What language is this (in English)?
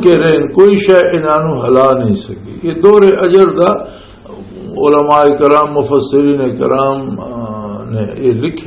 Western Panjabi